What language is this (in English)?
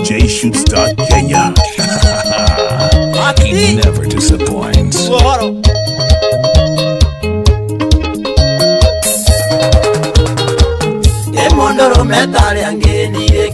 Kikuyu